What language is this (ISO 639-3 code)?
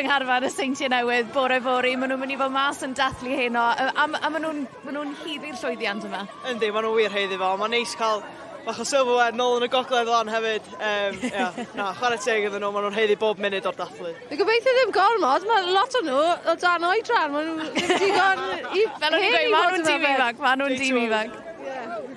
cym